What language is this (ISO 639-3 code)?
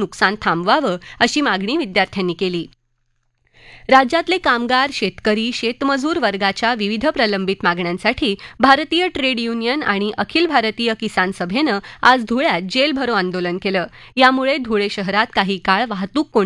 mar